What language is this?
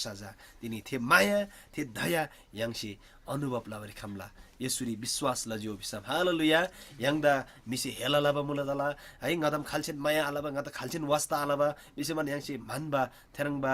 Eastern Tamang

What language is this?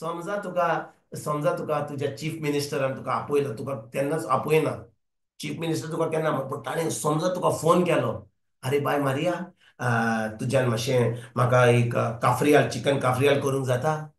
Konkani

